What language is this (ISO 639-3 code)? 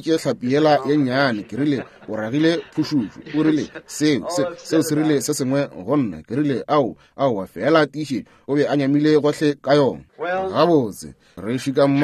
nso